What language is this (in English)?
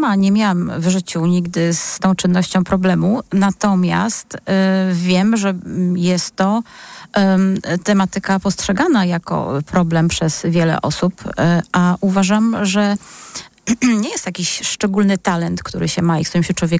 Polish